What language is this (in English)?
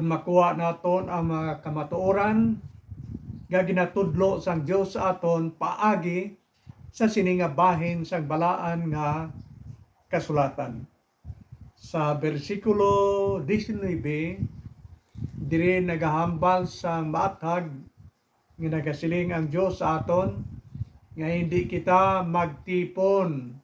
Hiligaynon